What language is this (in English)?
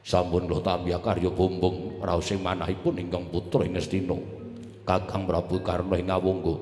Javanese